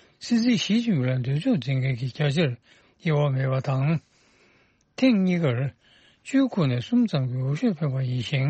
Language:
Tibetan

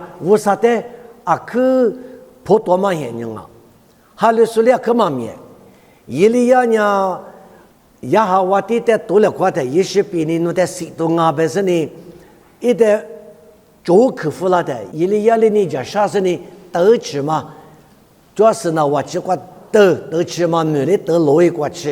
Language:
Lisu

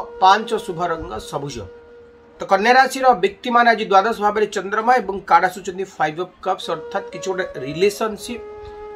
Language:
Odia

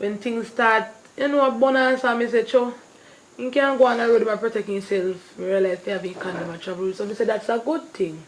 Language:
Jamaican Creole English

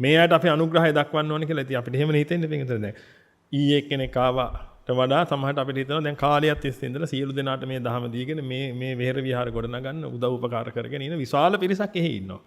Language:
Sinhala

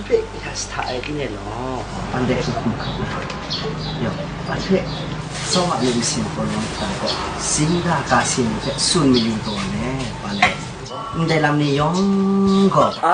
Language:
Kachin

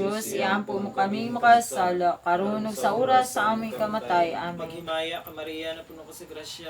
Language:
Cebuano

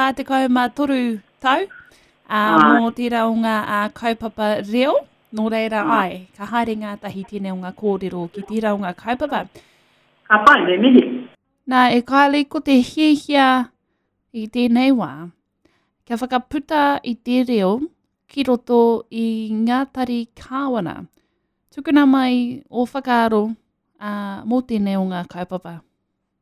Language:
Māori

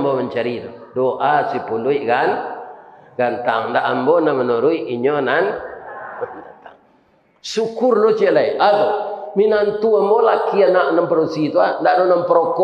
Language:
Minangkabau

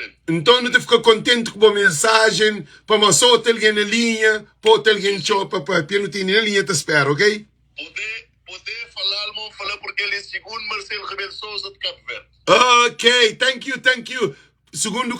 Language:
Kabuverdianu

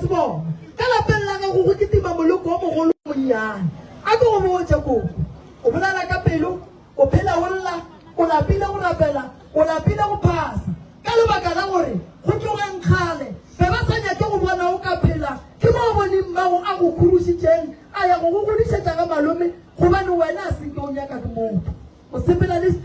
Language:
Northern Sotho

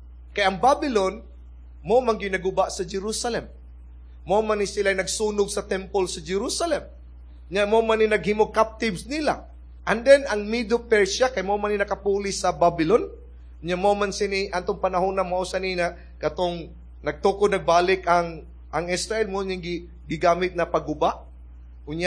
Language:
Cebuano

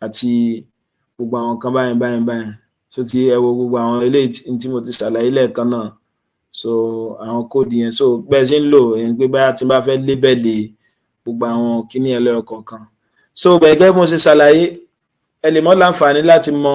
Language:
Yoruba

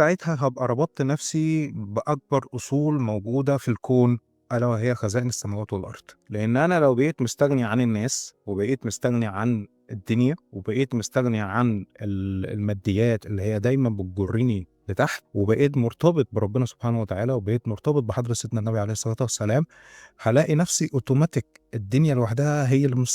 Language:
Egyptian Arabic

